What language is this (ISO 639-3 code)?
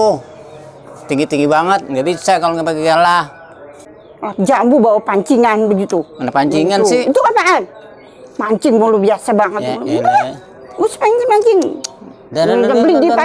bew